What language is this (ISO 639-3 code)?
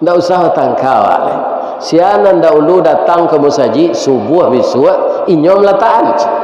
min